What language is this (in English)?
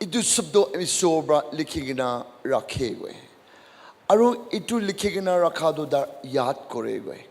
Naga Pidgin